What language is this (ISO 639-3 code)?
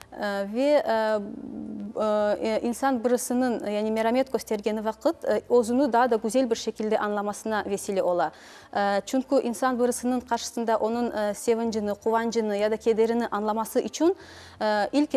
crh